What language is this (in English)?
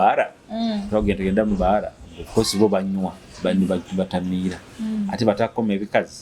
Nyoro